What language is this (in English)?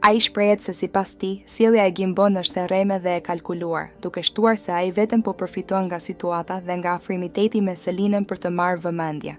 Albanian